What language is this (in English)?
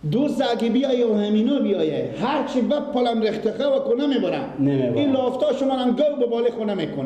Persian